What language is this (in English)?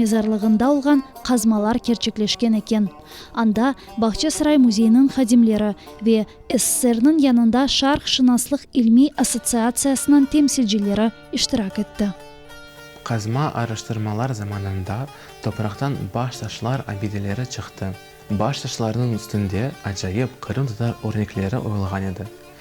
Crimean Tatar